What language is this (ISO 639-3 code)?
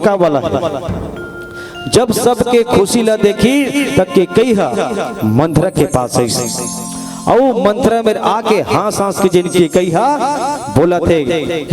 hne